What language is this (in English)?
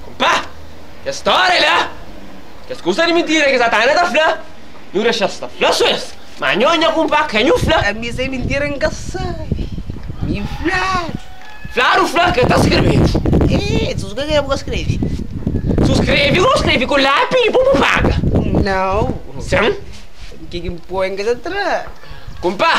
Kabuverdianu